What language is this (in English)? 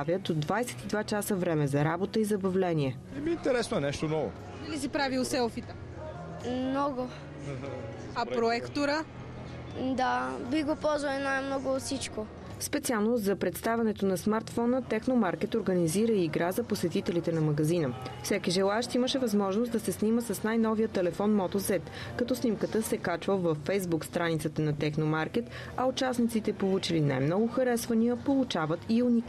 Bulgarian